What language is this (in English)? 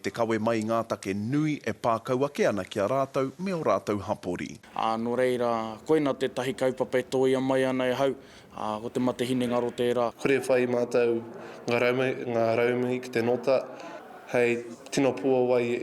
Māori